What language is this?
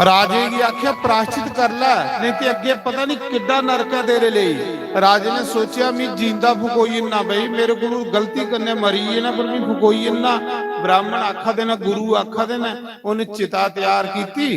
Dogri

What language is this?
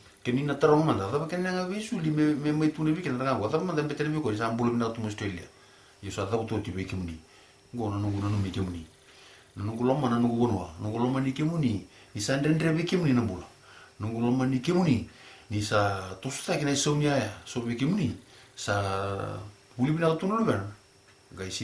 Fijian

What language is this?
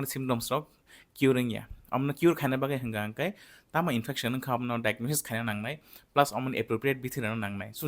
Kok Borok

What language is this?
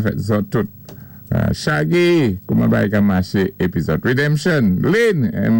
Saint Lucian Creole French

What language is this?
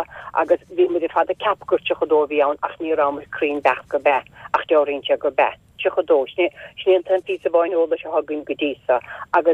Irish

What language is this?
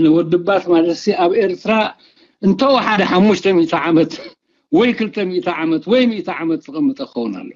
Tigrinya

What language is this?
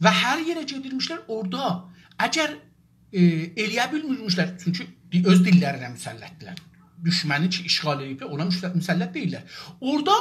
South Azerbaijani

